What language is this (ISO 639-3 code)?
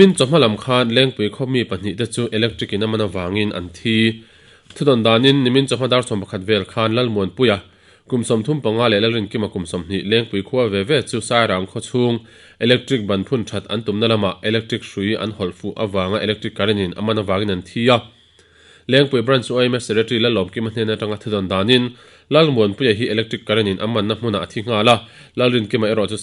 lus